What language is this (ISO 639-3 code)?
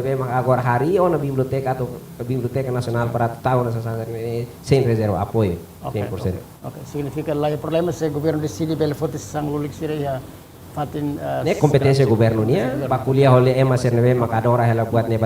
tet